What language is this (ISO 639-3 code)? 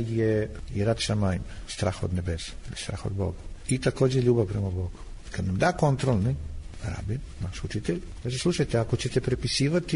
srp